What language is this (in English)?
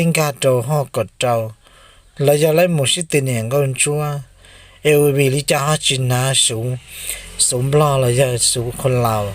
Hmong